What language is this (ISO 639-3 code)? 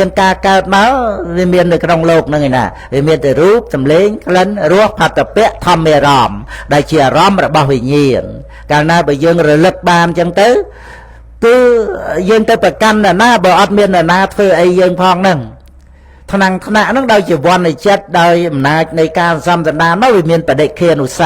khm